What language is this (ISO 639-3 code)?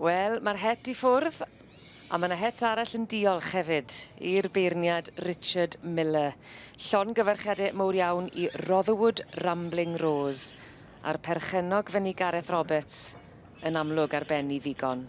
cym